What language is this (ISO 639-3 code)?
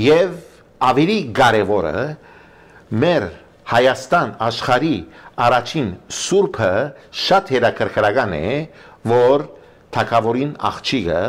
hye